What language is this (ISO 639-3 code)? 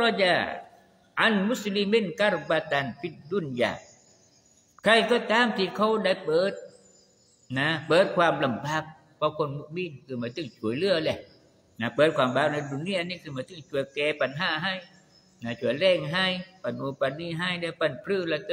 tha